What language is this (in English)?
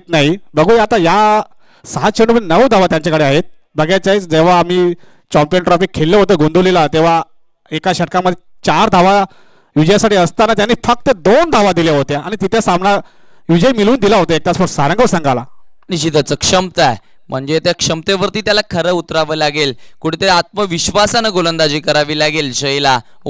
Marathi